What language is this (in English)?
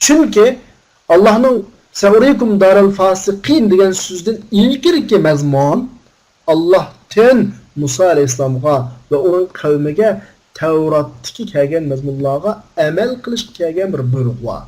Uyghur